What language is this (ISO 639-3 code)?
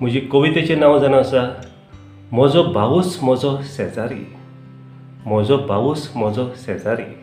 kok